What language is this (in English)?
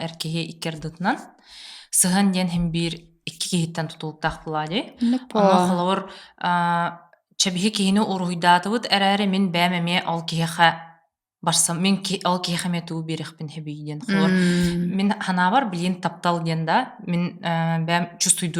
Yakut